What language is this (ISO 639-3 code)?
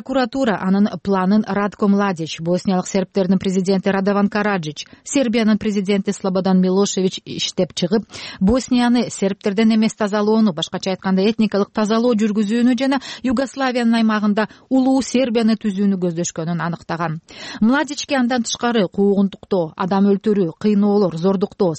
kir